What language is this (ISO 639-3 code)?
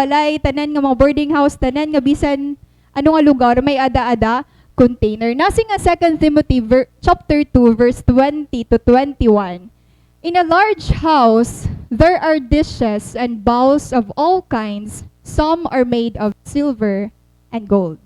war